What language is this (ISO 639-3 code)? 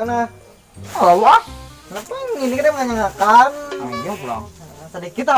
bjn